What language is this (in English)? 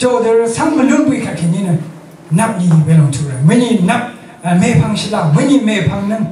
Rawang